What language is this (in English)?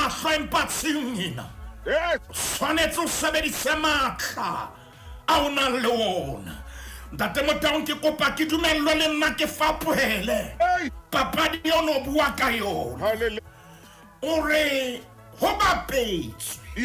Southern Sotho